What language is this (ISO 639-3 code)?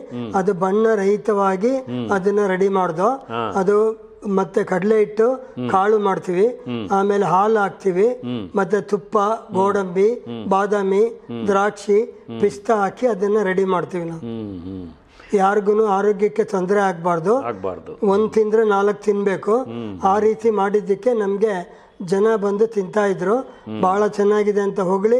kan